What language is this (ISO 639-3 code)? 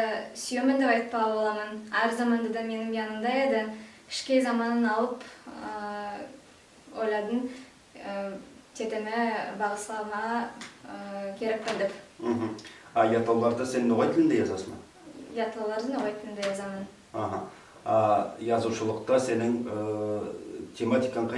nog